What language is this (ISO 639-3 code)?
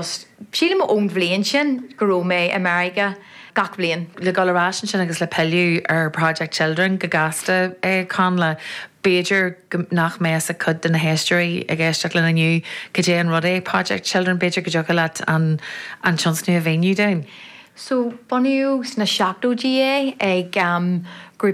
gle